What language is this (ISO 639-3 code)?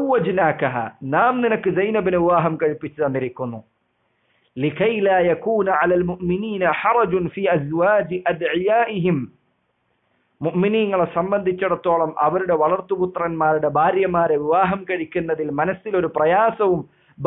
mal